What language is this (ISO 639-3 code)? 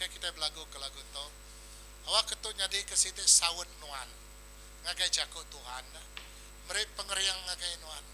iba